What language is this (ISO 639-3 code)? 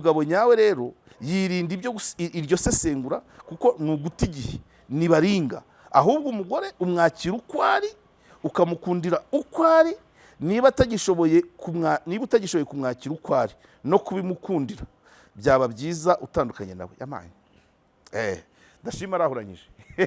kin